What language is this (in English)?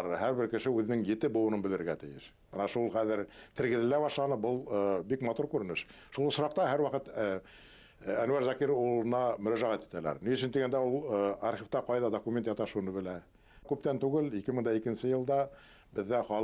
Bashkir